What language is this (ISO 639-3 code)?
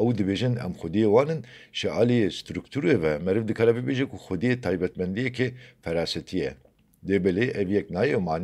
kur